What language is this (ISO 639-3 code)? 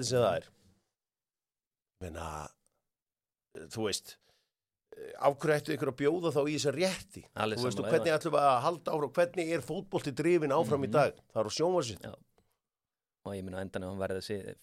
isl